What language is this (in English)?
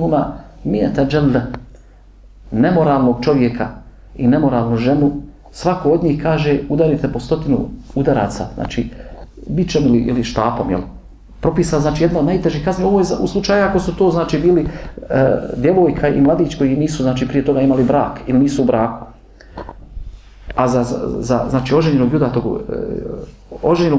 Bosnian